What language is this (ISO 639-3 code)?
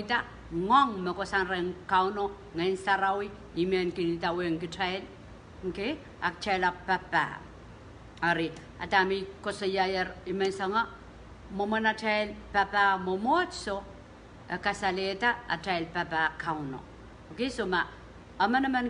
pon